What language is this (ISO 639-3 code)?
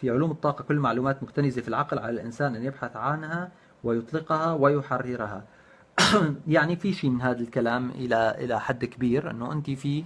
apc